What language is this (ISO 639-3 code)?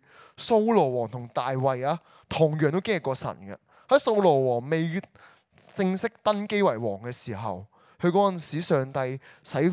yue